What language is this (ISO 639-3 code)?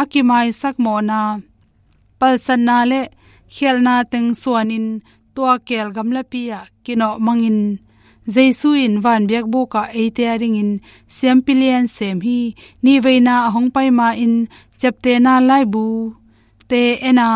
ctd